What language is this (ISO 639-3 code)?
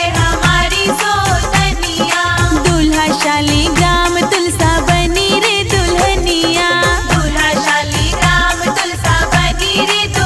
bho